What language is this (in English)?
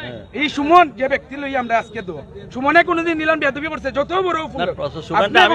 Sylheti